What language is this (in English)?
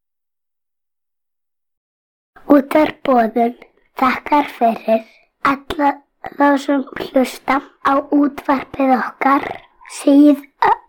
Icelandic